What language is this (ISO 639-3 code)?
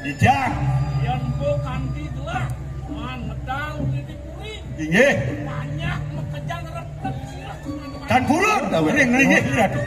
ban